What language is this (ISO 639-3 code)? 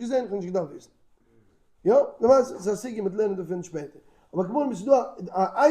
yid